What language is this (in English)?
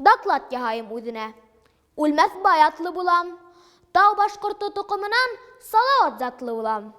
Bashkir